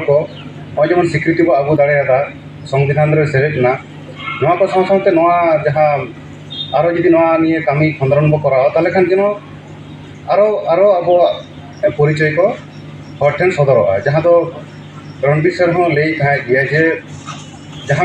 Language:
Santali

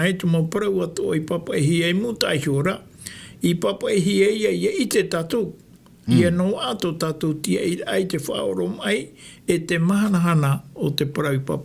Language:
Tahitian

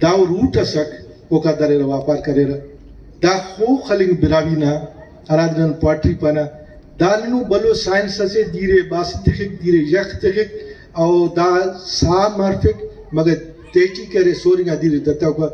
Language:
Brahui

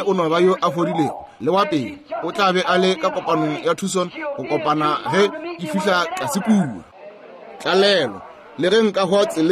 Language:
Northern Sotho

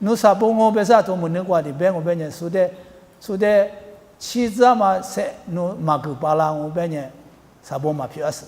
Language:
Lisu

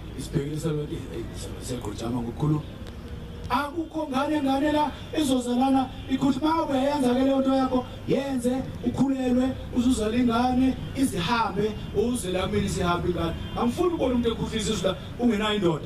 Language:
Zulu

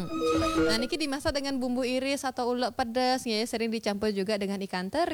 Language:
Balinese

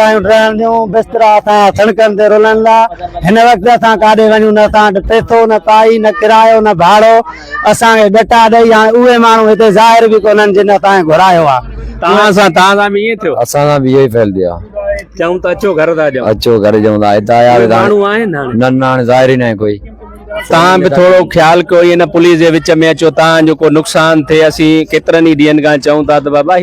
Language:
Sindhi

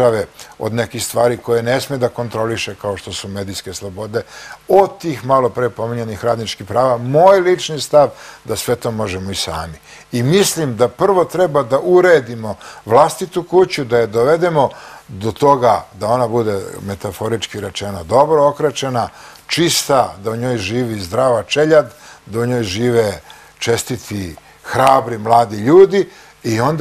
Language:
Serbian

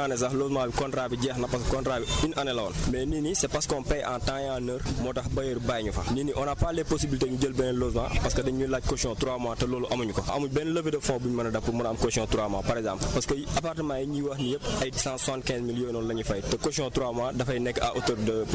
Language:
Wolof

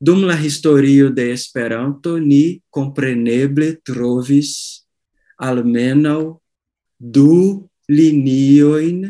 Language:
Esperanto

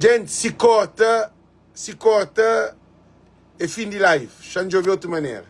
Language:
Kabuverdianu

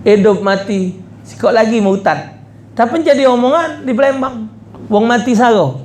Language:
Musi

